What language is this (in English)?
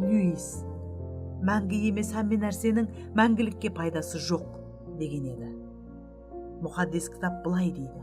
Kara-Kalpak